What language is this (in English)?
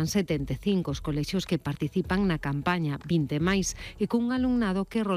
Galician